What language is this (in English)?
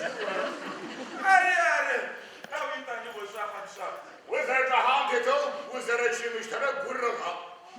Adyghe